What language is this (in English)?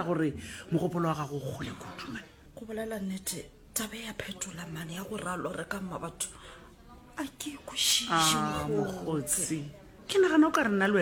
Northern Sotho